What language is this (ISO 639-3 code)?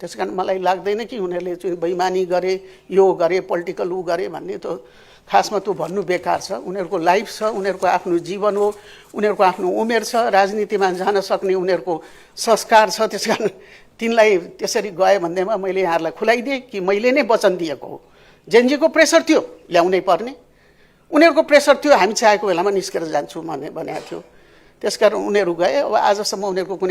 nep